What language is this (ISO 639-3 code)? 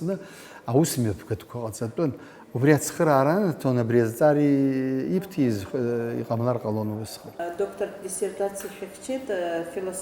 abk